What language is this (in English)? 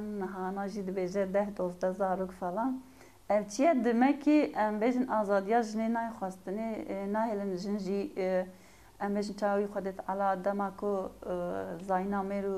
Kurdish